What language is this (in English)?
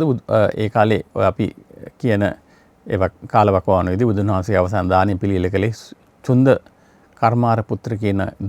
Sinhala